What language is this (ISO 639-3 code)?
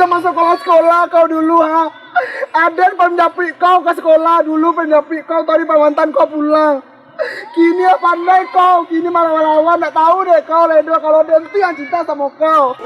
min